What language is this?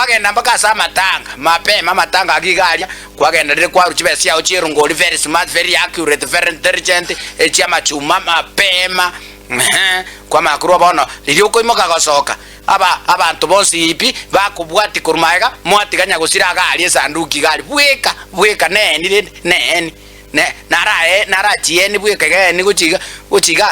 Gusii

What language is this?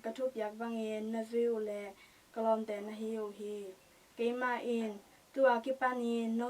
Tedim Chin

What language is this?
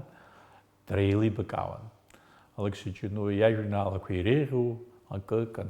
Abkhazian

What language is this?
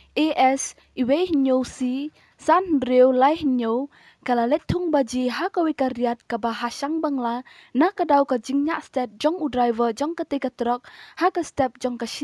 Khasi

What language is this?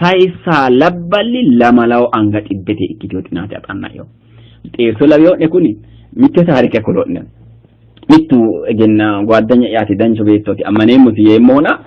Sidamo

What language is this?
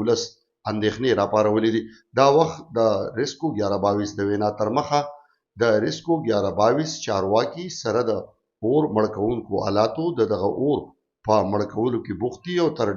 Pashto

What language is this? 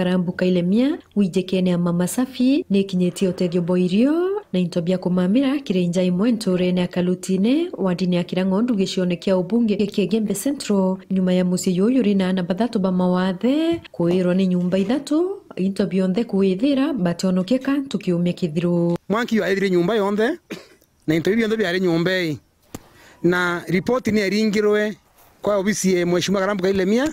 Meru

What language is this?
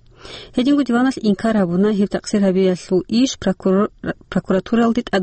Avaric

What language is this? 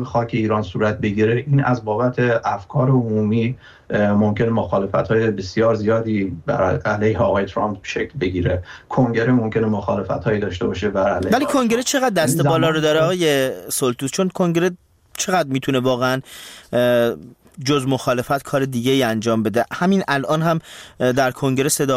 Persian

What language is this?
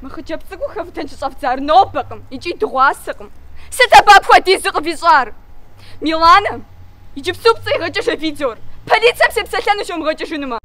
Kabardian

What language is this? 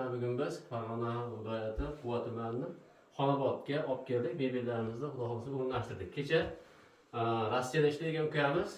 Uzbek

